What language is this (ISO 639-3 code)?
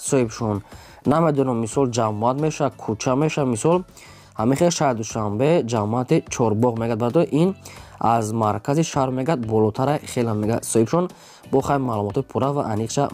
tgk